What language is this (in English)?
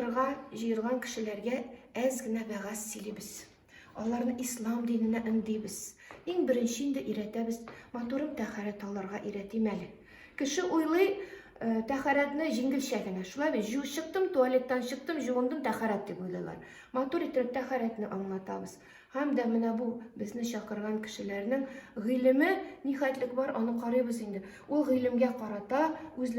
Tatar